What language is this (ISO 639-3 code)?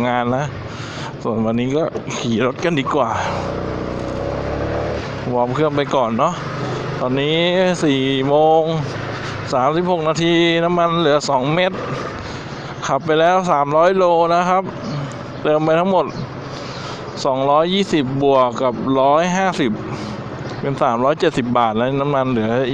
tha